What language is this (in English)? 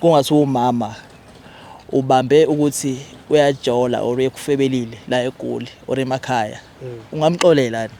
Zulu